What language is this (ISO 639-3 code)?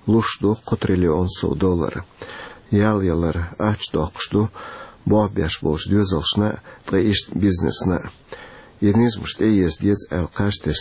che